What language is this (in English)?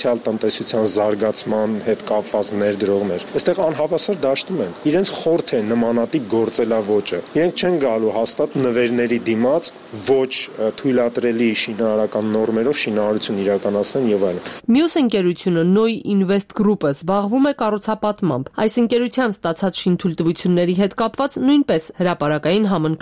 Armenian